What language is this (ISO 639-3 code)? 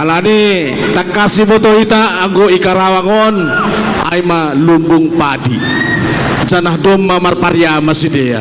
bts